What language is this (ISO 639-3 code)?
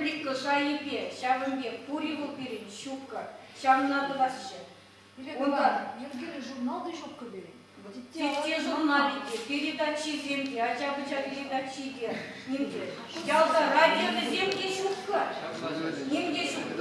chv